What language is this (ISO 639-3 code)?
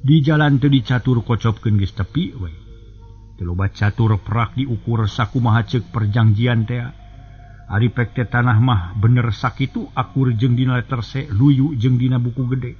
sun